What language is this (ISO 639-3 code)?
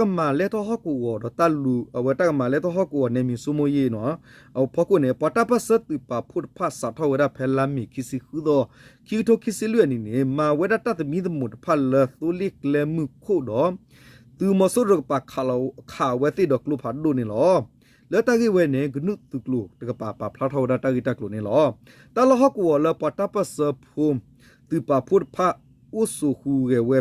ksw